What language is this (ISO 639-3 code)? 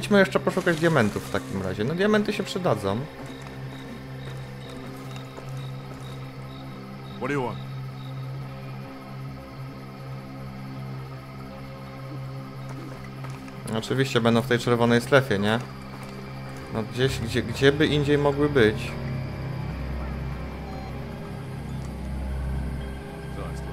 pol